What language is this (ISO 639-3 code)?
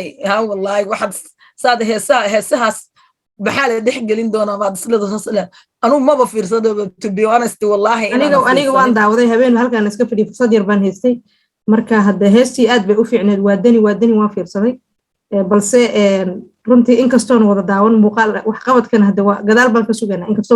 som